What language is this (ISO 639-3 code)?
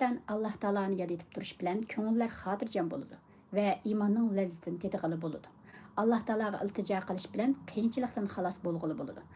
uig